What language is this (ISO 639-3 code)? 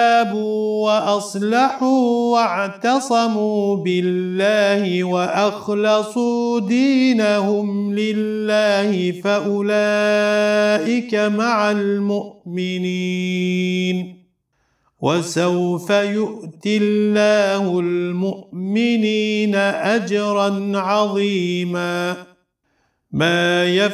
ara